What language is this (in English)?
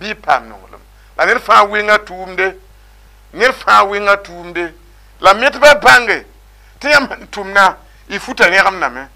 Mossi